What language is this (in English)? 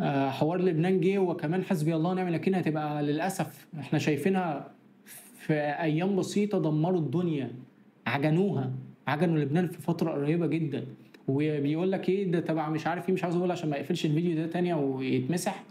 Egyptian Arabic